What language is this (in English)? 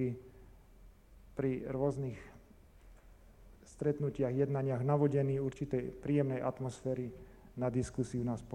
Slovak